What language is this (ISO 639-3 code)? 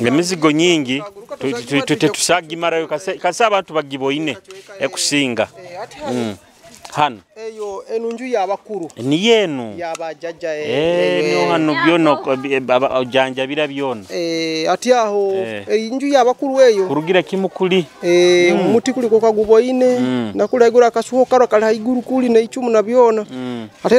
nyo